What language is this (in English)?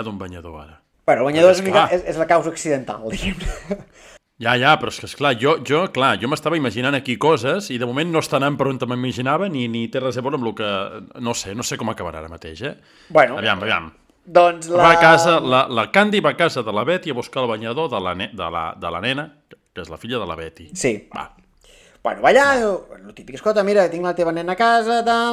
Catalan